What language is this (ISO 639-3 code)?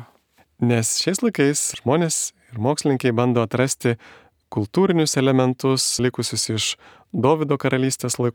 lit